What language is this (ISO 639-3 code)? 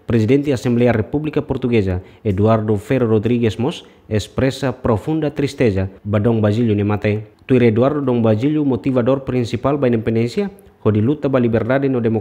tet